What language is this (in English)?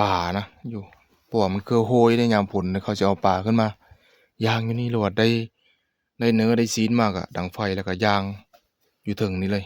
Northeastern Thai